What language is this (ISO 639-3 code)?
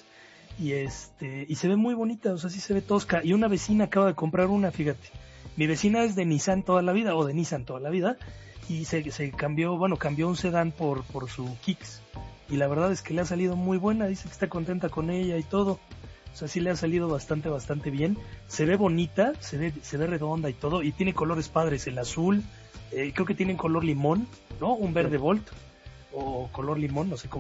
spa